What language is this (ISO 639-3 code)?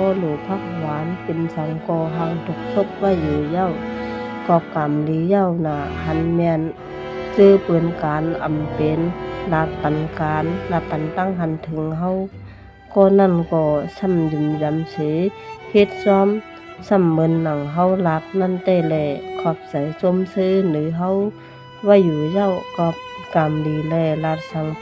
shn